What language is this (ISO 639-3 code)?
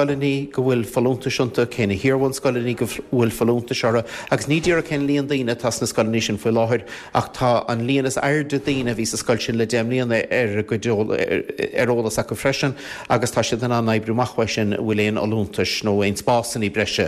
gle